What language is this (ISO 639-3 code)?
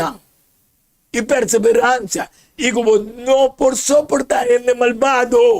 pap